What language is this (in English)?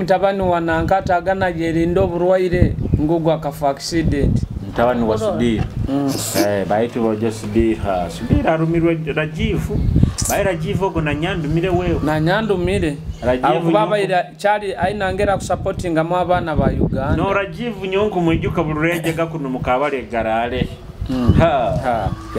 Nyoro